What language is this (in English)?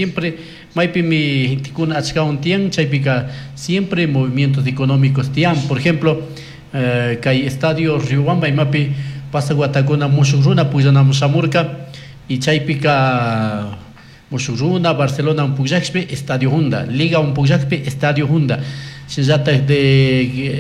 Chimborazo Highland Quichua